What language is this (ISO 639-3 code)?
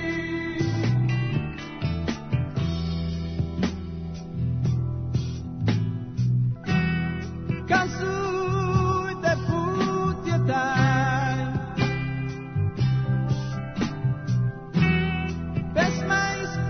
srp